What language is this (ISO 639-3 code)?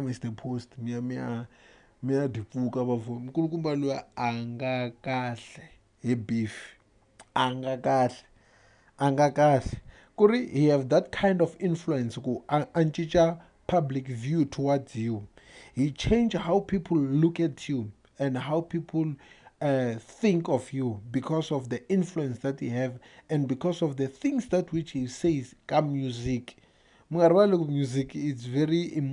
tso